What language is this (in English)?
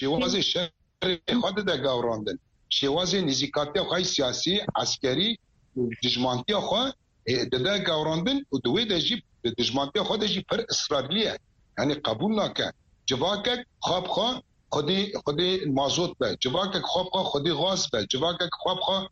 Kurdish